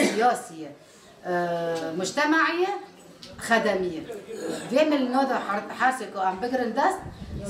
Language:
Kurdish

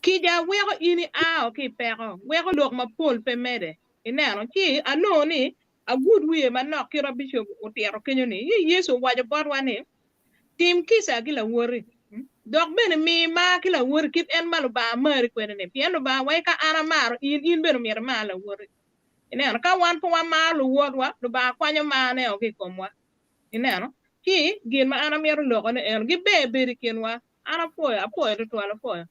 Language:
Acoli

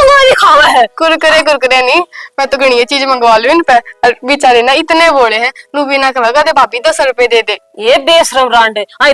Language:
Haryanvi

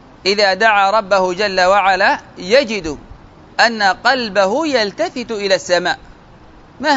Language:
Arabic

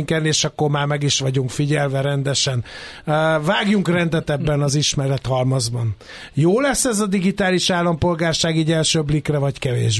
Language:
Hungarian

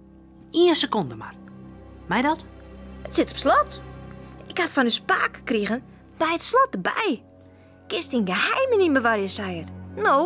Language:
Western Frisian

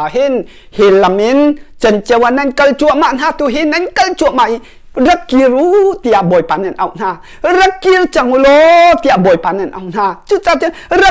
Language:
Hakha Chin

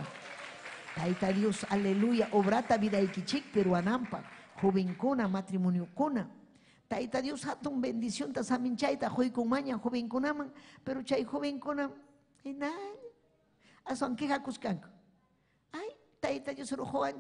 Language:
Ayacucho Quechua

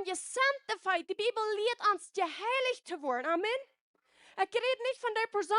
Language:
Plautdietsch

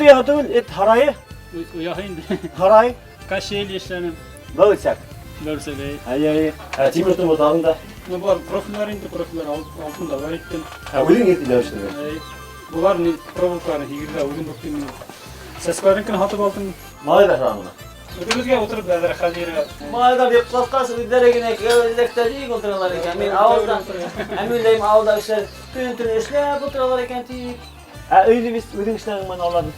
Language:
Bashkir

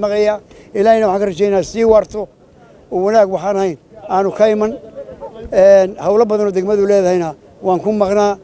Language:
Somali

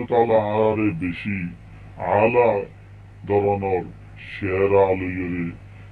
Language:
Rohingya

